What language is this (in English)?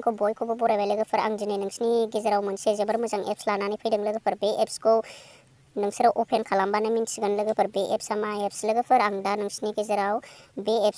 Bodo